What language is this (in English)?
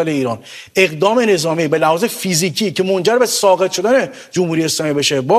Persian